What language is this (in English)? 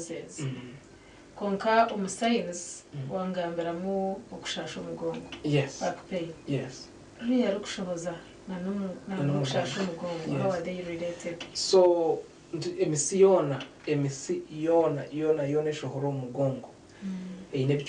Nyankole